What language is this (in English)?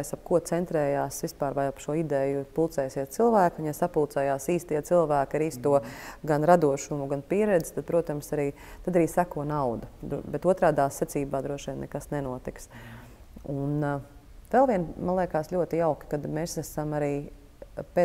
Latvian